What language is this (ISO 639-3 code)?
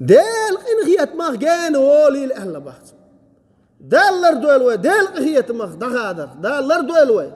che